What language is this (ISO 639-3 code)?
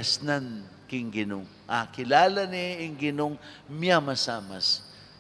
pam